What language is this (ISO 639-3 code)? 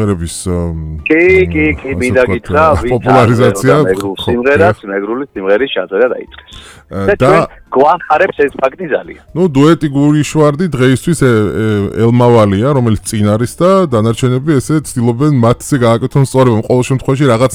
kat